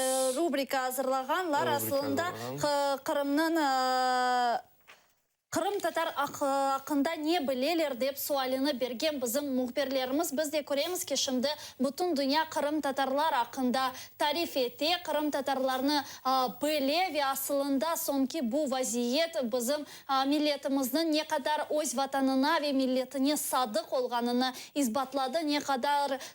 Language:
Crimean Tatar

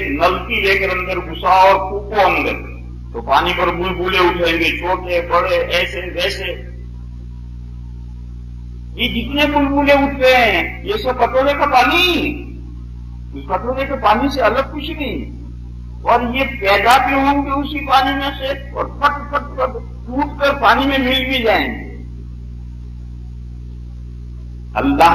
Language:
Urdu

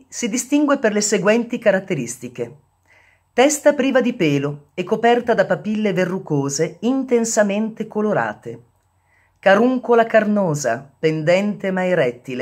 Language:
Italian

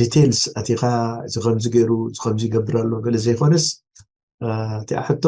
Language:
Tigrinya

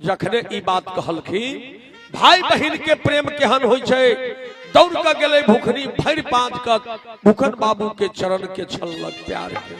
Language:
Maithili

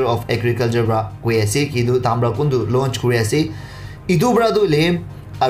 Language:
Naga Pidgin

